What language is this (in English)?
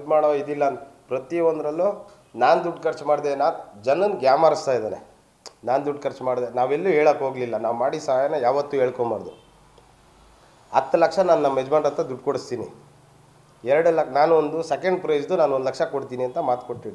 Kannada